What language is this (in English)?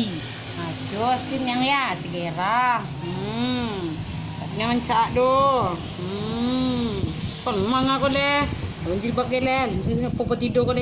Minangkabau